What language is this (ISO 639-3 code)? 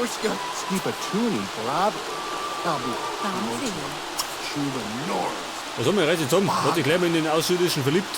bar